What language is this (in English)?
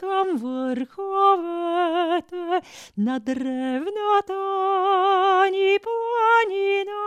Bulgarian